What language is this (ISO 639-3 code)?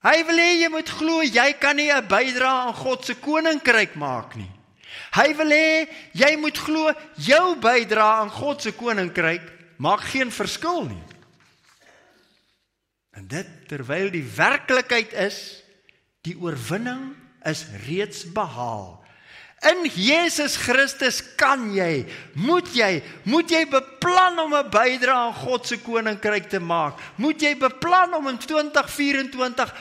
afr